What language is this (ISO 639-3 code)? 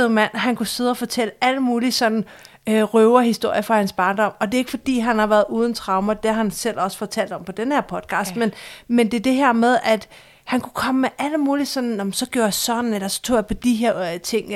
dan